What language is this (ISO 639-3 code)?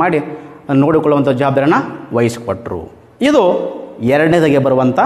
kan